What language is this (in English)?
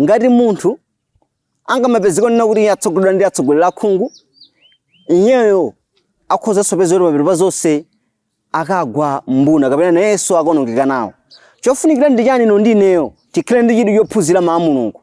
Nyanja